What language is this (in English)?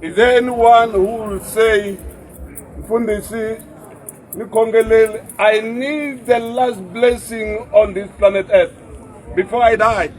Tsonga